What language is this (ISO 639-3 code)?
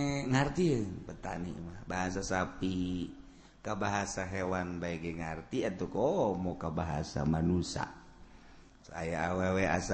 sun